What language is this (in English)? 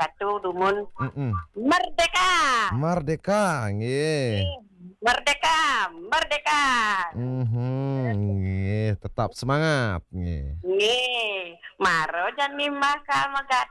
Balinese